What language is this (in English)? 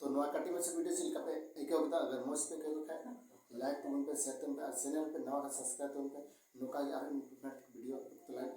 Santali